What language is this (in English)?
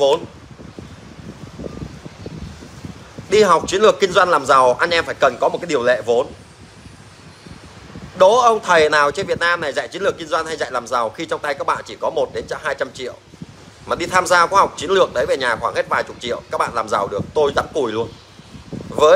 Vietnamese